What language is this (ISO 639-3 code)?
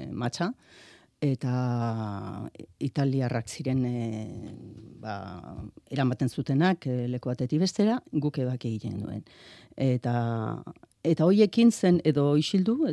eus